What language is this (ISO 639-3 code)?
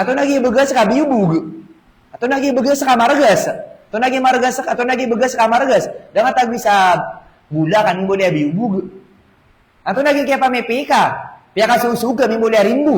mrw